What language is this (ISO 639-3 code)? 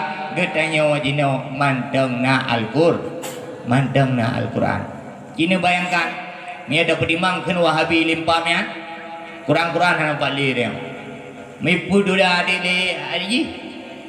ace